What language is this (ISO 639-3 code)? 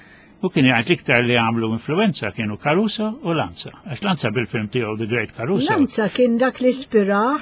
mlt